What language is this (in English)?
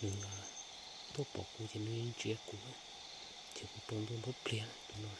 Hmong